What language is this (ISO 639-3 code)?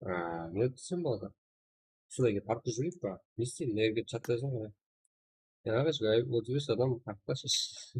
kaa